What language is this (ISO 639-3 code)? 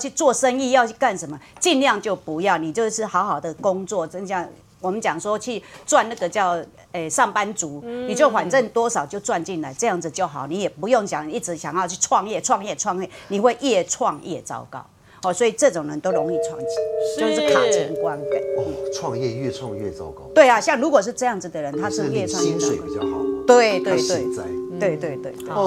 zho